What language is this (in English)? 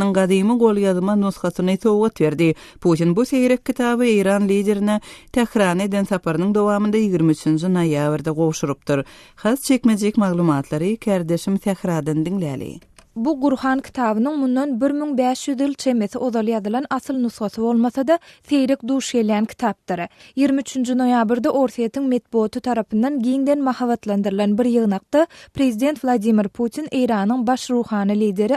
Turkmen